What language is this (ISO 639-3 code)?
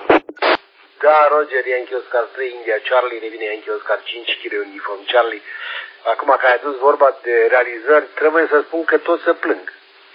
ron